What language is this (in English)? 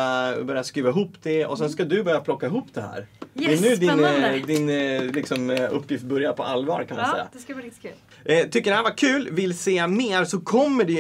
Swedish